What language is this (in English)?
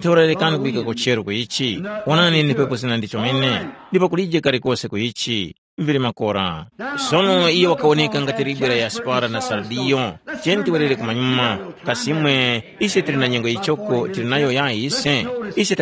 Tumbuka